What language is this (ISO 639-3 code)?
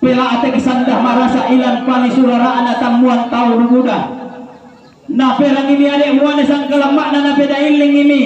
sda